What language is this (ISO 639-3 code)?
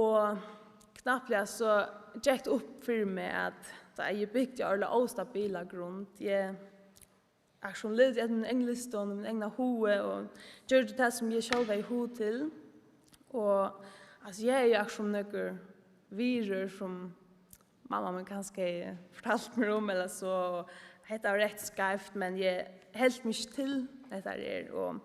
fao